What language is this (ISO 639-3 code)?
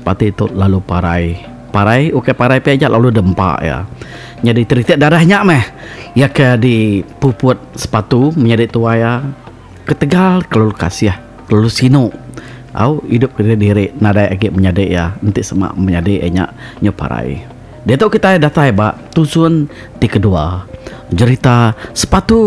iba